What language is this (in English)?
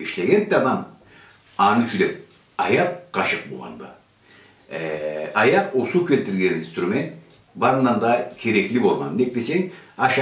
Karachay-Balkar